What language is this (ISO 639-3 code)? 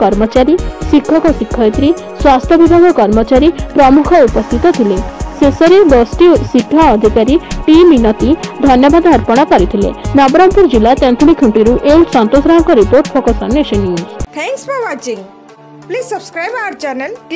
ori